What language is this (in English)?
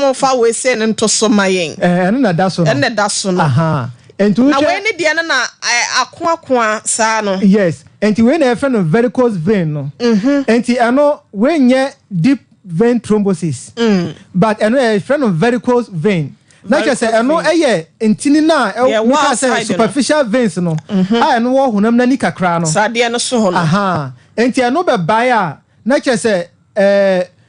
Akan